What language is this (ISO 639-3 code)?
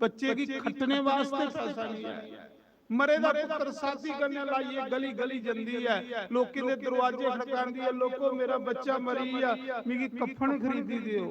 doi